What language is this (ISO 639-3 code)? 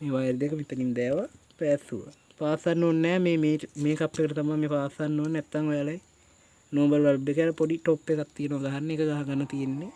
sin